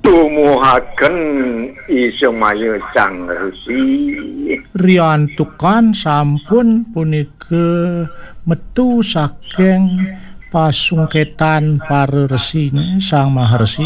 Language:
Balinese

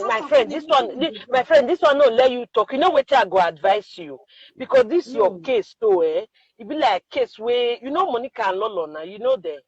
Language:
Nigerian Pidgin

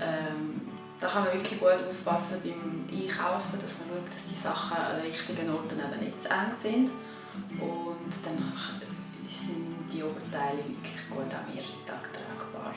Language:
Swiss German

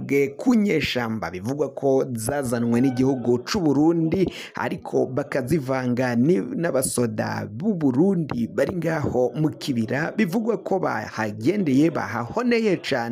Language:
Rundi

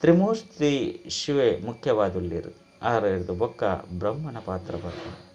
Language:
Tulu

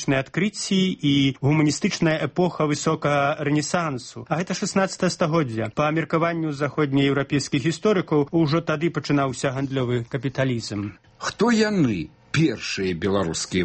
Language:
Belarusian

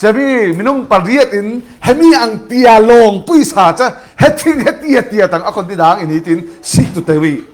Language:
Falam Chin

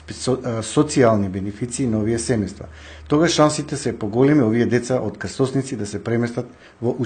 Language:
Macedonian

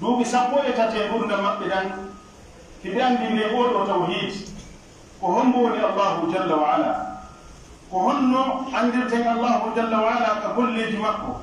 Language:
Pular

